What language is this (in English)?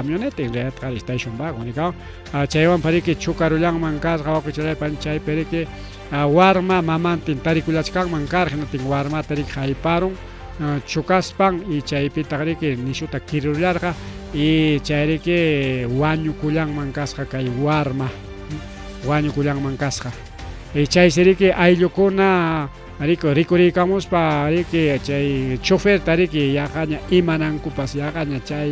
Ayacucho Quechua